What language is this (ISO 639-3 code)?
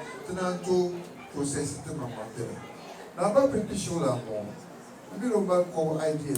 dag